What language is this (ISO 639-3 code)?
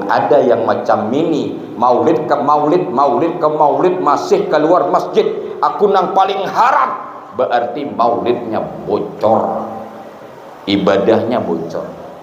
bjn